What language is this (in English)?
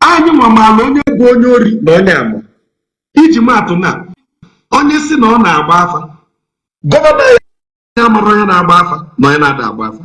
Igbo